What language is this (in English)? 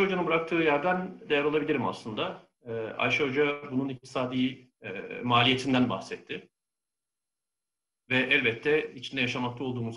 Turkish